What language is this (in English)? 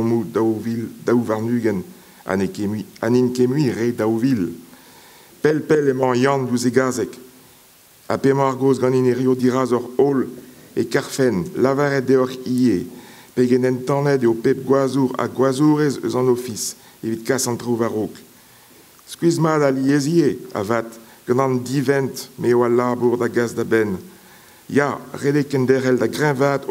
Breton